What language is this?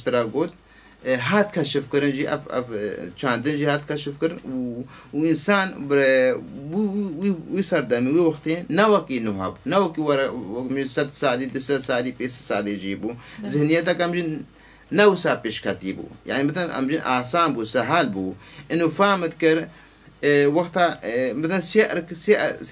Kurdish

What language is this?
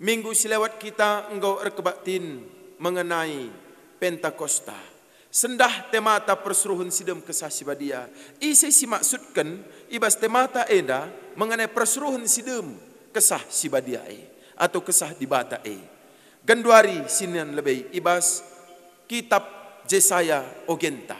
Batak Karo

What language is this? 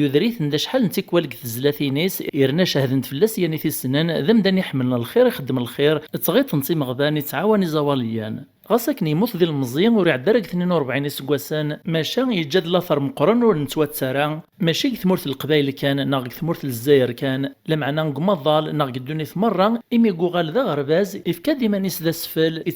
Kabyle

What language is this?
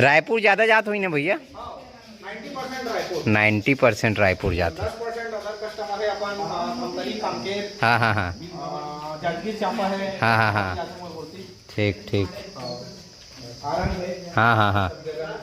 Chhattisgarhi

